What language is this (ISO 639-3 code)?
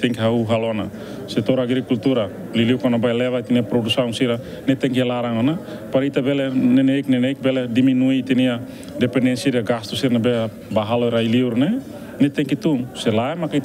tet